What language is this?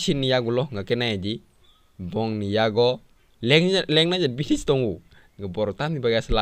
Kok Borok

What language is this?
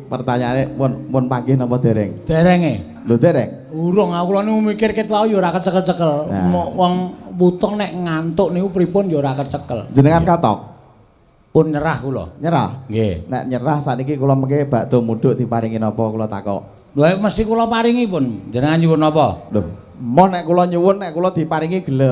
Javanese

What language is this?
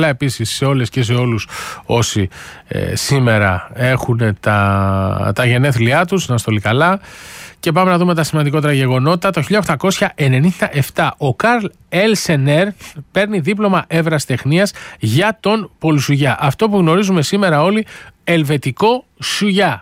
Greek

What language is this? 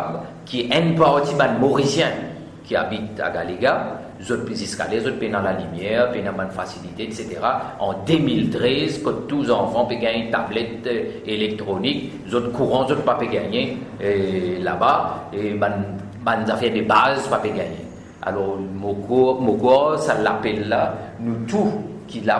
Morisyen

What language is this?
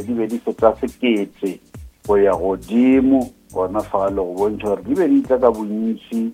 Northern Sotho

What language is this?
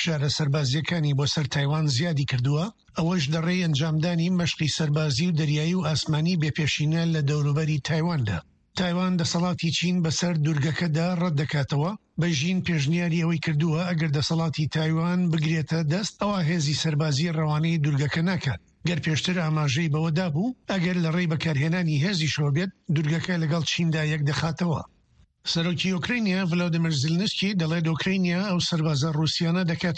Central Kurdish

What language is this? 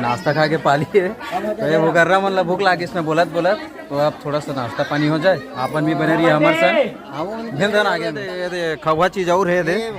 Chhattisgarhi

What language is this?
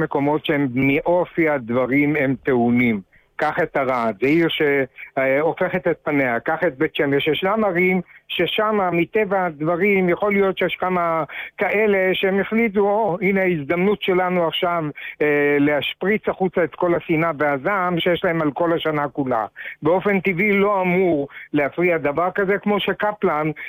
Hebrew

